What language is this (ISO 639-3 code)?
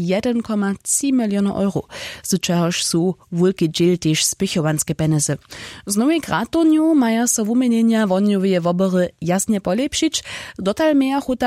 hsb